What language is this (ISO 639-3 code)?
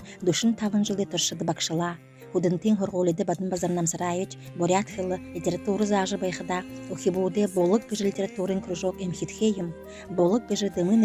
bua